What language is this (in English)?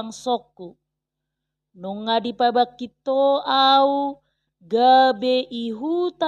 Batak Toba